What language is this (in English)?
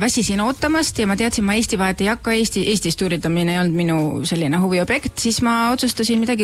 Estonian